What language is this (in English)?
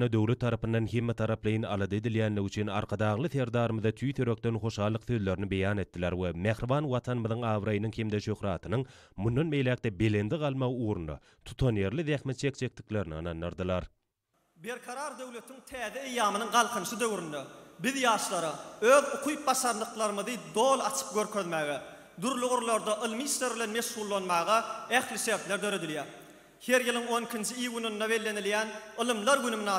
Turkmen